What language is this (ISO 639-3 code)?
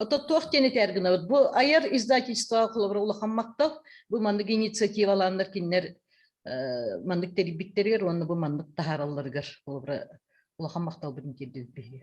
sah